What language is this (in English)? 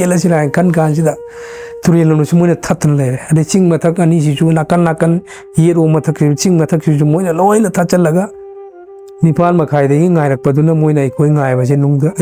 Manipuri